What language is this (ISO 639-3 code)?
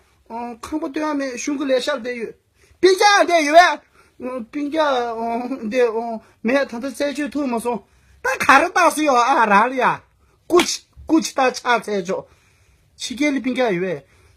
bod